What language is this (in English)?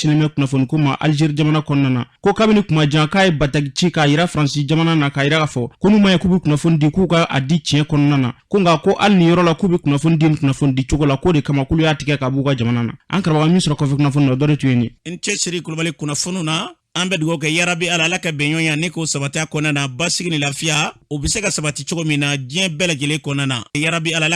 Bambara